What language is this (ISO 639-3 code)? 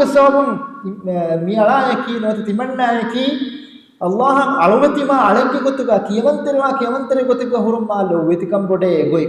div